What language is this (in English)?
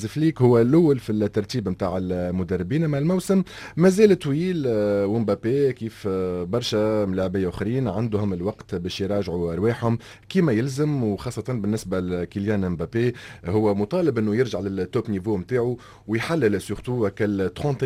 Tunisian Arabic